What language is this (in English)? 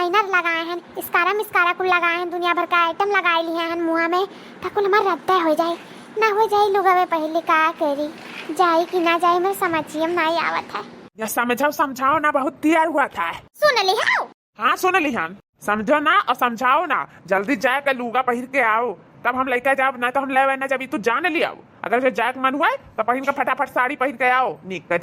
Awadhi